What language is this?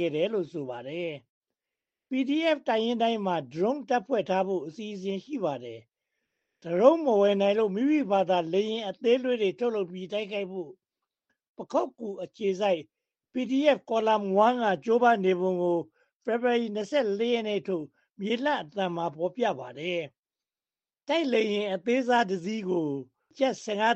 Burmese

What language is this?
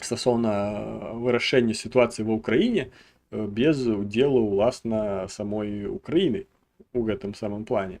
Belarusian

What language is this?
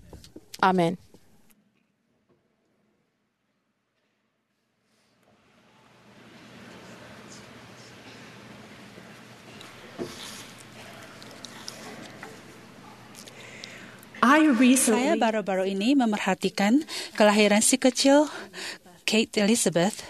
Malay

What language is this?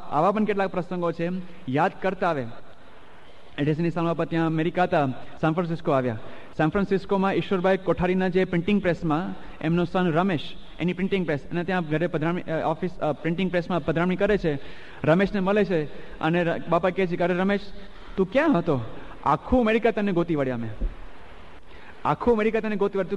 Gujarati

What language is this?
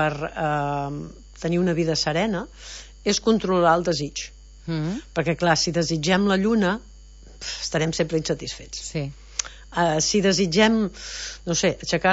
Catalan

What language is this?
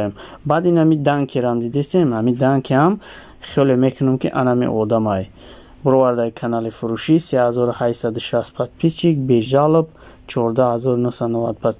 Tajik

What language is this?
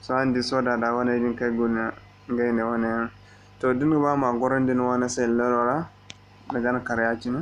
Zarma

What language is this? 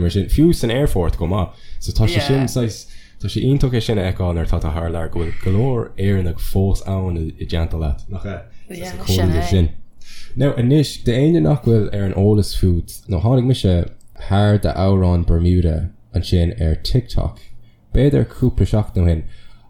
Irish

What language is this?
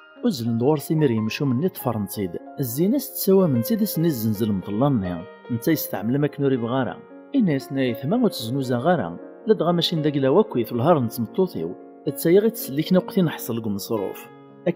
Kabyle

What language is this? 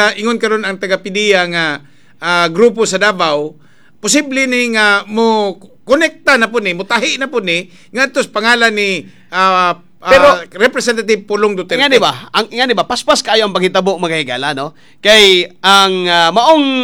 Cebuano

